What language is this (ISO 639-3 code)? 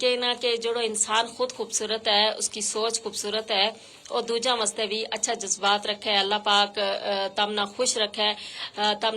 gju